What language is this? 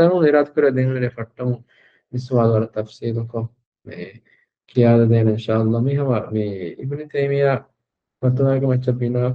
Divehi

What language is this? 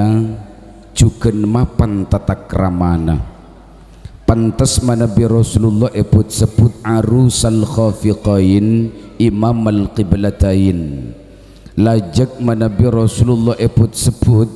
Madurese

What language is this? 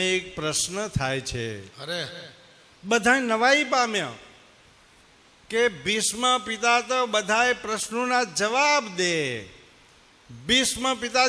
Gujarati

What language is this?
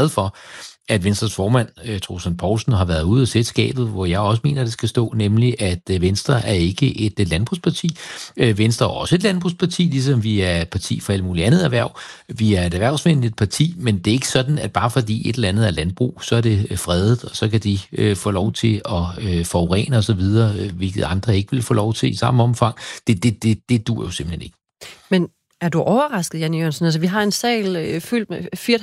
Danish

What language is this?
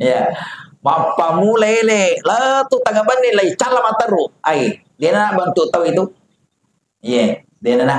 Buginese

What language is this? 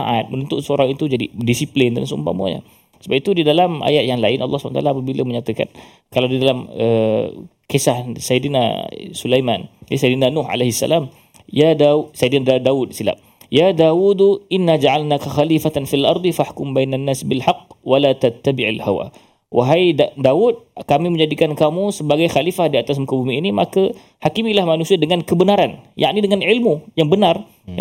Malay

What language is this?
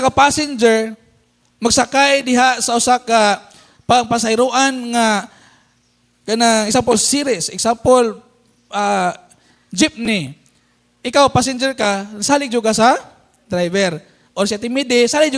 Cebuano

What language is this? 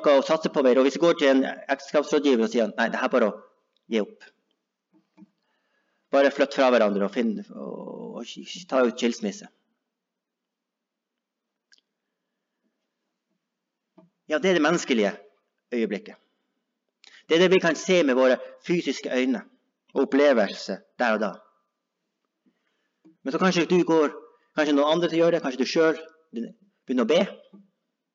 Norwegian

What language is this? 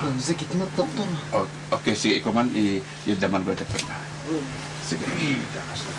Kankanaey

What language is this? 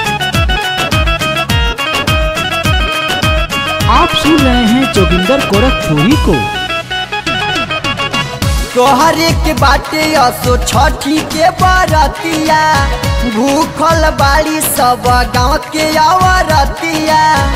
Bhojpuri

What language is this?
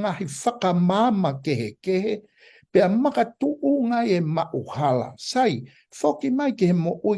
Tongan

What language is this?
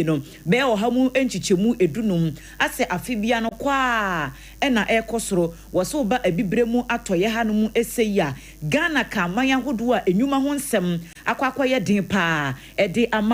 Akan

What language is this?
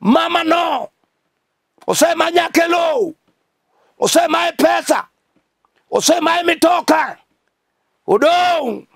Luo (Kenya and Tanzania)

